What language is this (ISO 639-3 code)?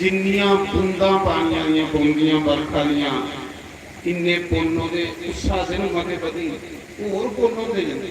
doi